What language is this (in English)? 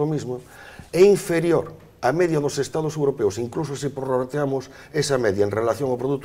Galician